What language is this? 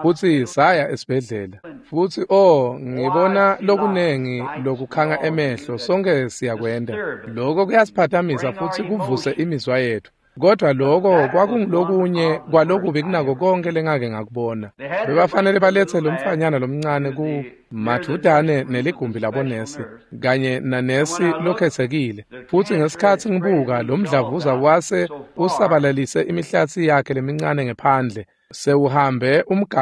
Swati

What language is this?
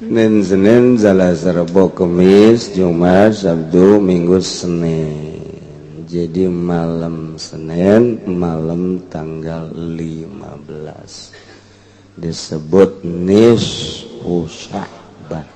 Sundanese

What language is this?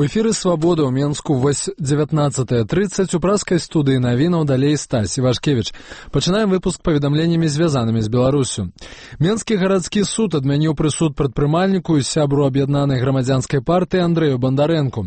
Belarusian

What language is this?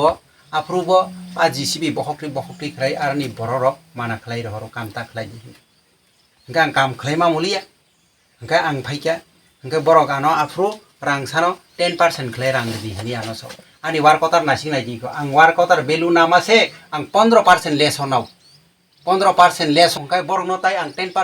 Kok Borok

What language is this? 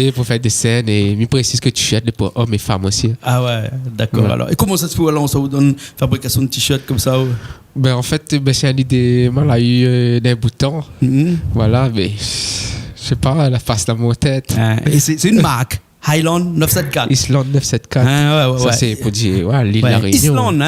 Réunion Creole French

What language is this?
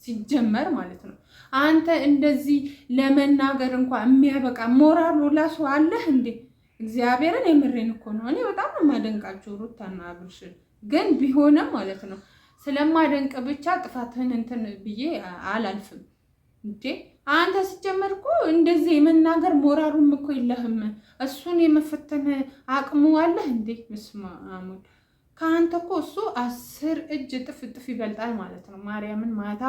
Amharic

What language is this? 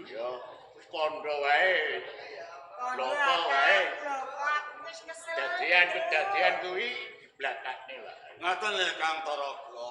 Javanese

